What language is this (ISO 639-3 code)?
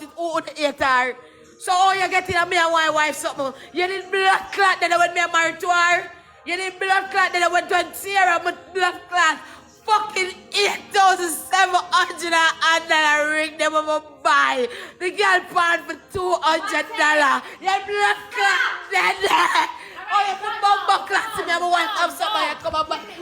jam